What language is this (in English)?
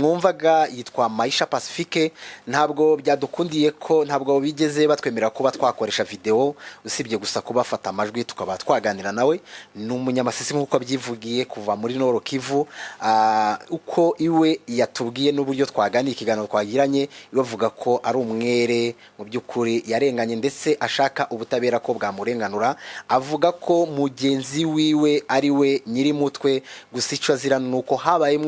Kinyarwanda